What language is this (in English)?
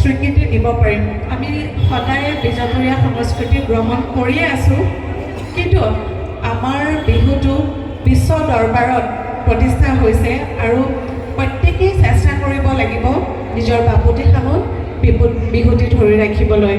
Assamese